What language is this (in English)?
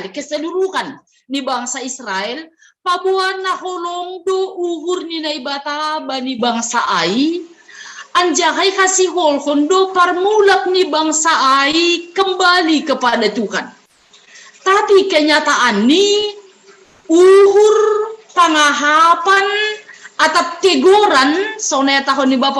Batak Simalungun